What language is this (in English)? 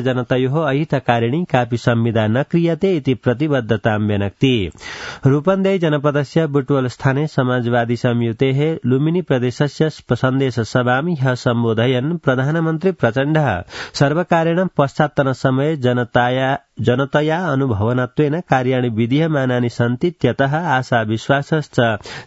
Sanskrit